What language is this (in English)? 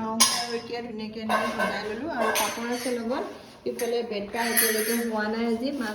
Assamese